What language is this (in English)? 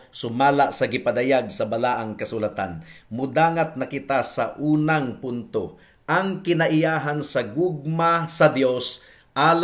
Cebuano